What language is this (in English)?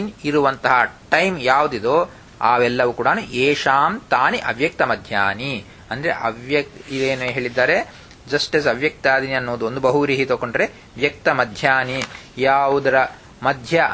Kannada